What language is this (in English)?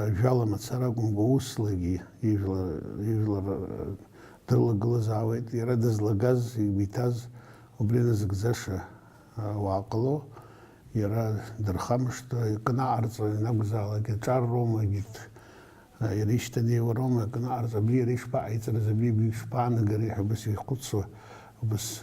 Abkhazian